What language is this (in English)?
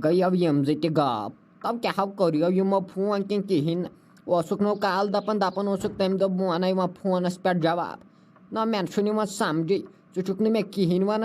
Kashmiri